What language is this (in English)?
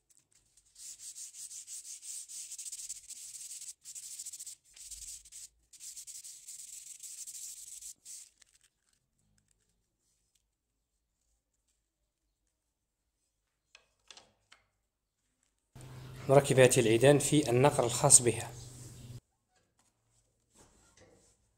Arabic